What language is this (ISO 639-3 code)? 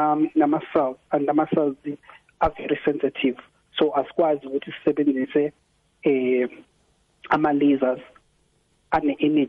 nbl